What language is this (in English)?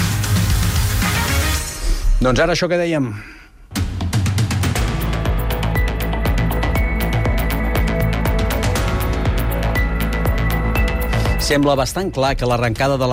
Catalan